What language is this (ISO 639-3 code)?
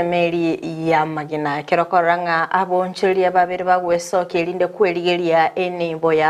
guz